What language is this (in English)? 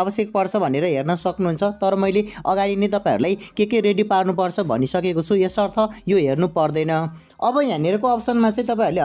Nepali